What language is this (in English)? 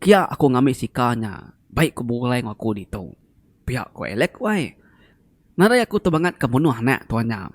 Iban